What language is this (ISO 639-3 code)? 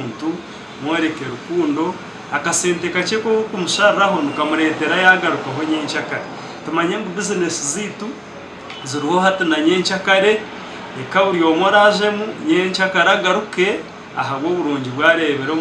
nyn